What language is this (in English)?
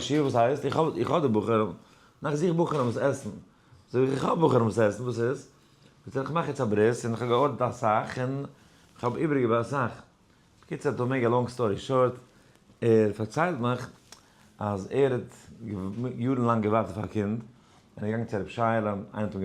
Yiddish